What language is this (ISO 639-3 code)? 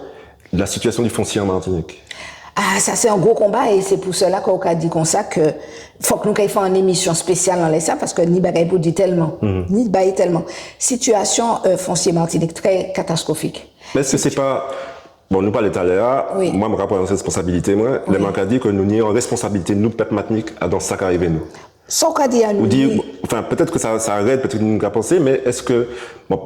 gcf